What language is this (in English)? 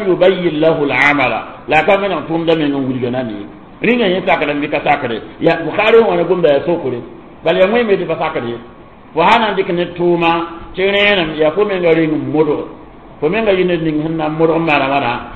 Mossi